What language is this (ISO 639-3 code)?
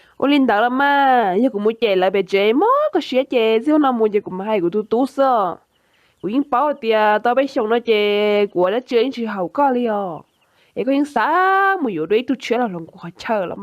hmn